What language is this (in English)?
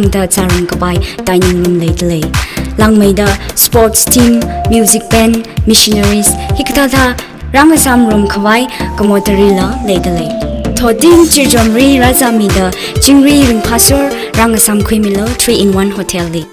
Tangkhul Naga (India)